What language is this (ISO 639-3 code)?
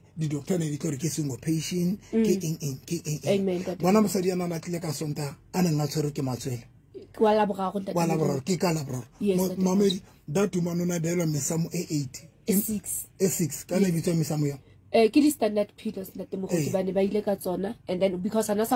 sot